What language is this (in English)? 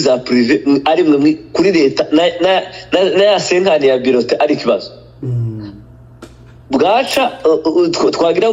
Kinyarwanda